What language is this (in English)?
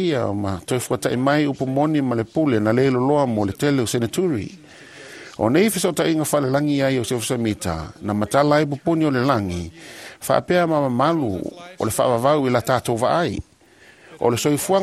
Samoan